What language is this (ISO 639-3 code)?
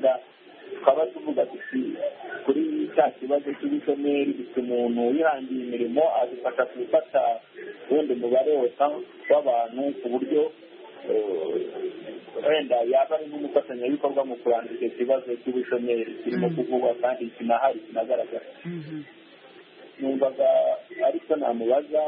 kin